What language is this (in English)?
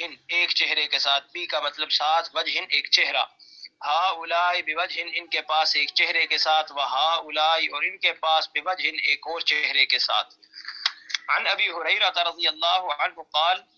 Urdu